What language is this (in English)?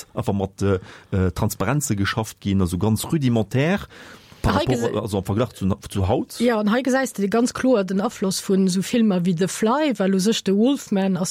Luxembourgish